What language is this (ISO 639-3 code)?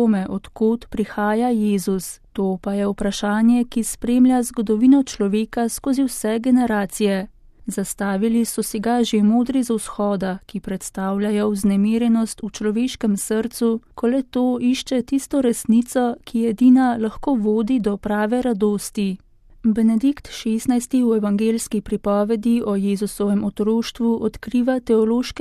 slv